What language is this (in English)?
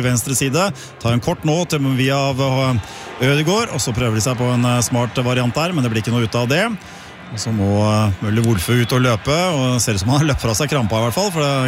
Norwegian